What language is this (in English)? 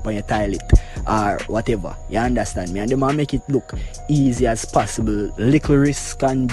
Jamaican Creole English